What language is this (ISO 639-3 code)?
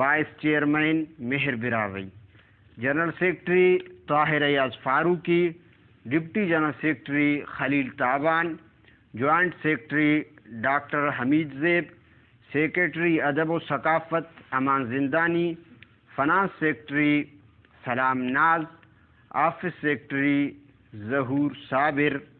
brh